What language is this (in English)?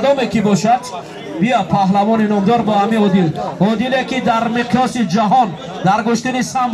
Tajik